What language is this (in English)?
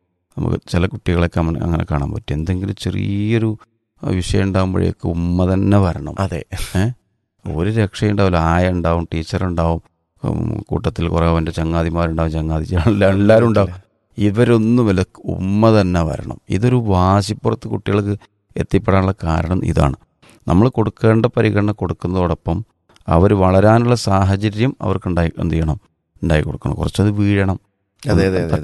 Malayalam